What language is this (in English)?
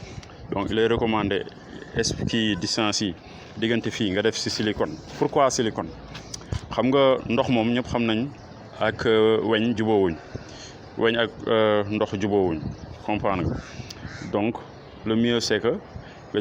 Wolof